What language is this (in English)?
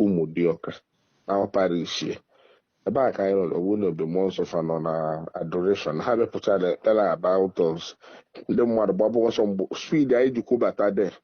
Igbo